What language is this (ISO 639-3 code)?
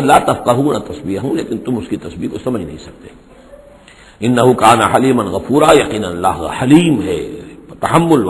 urd